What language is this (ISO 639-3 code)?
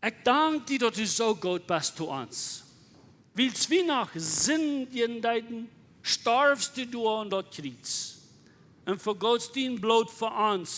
pdt